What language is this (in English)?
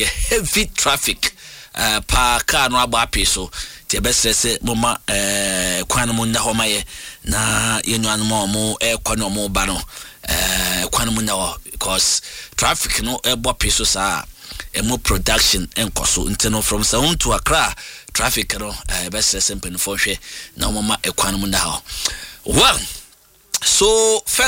Akan